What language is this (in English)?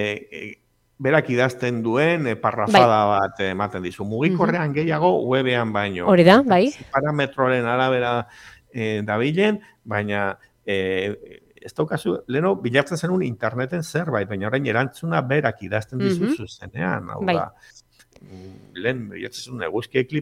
Basque